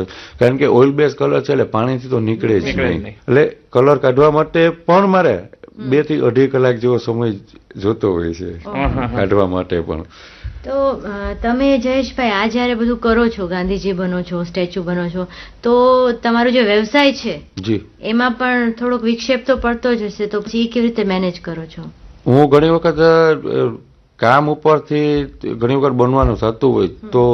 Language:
Gujarati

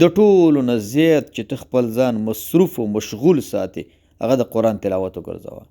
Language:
Pashto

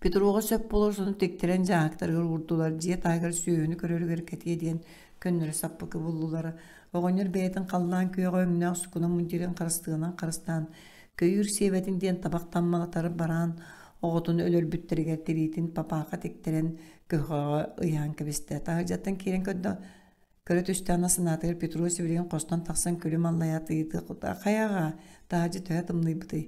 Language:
Yakut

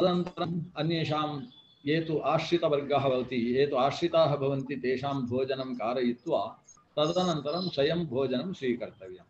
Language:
Sanskrit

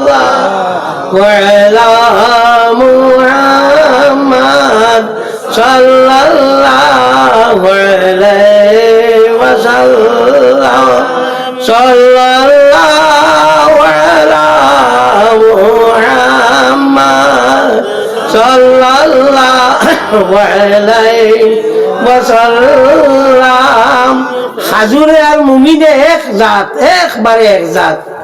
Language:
Sylheti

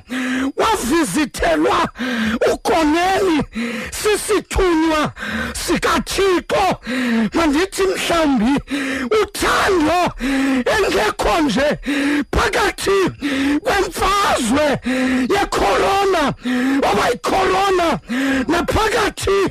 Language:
Xhosa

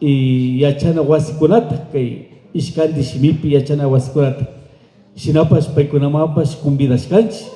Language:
Imbabura Highland Quichua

